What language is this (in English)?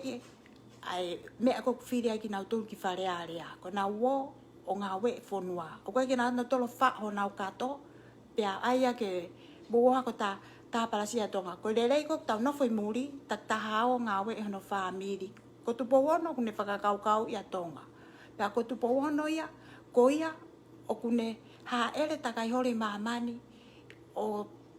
Tongan